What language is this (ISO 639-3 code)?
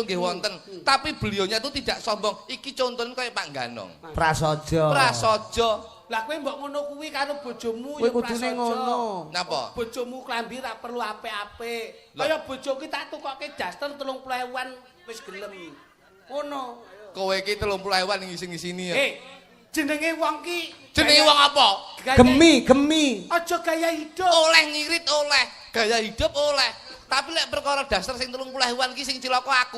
jav